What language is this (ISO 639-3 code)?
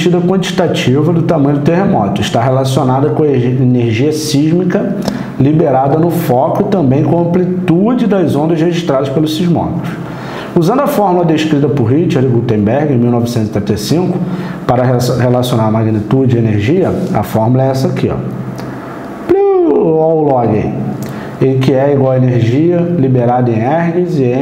por